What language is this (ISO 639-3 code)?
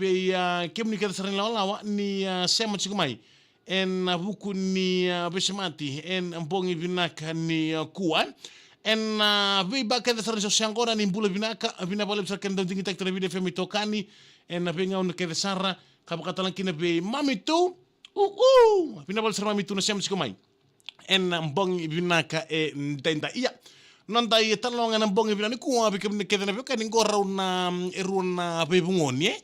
fij